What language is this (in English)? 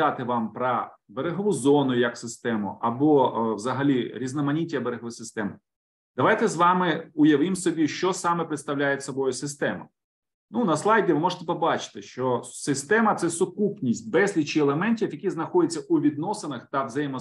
Ukrainian